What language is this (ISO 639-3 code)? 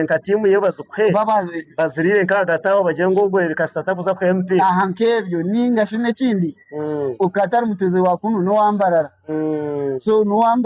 nyn